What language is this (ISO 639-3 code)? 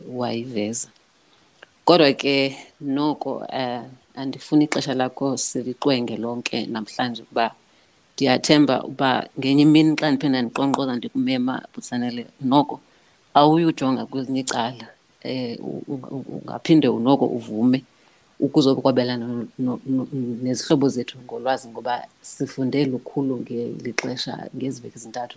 xho